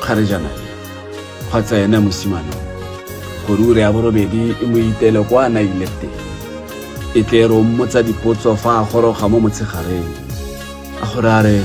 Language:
Tswana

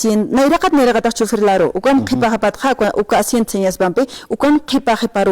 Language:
Aymara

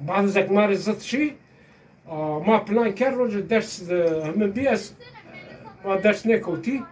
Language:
Zaza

